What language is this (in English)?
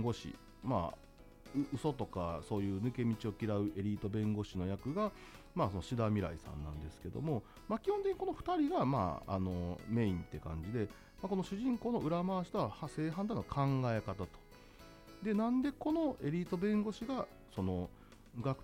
Japanese